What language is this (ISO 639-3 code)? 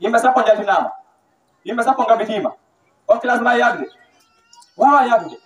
ful